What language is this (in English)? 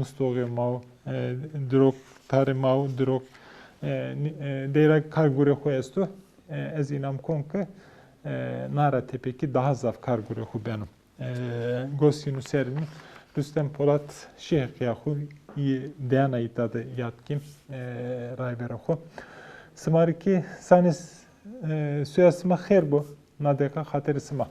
Zaza